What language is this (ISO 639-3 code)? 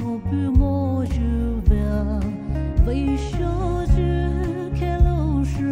pmx